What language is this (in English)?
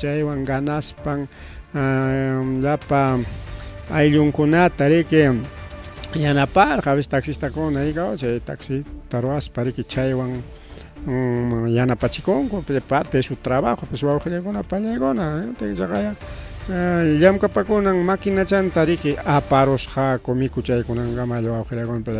Ayacucho Quechua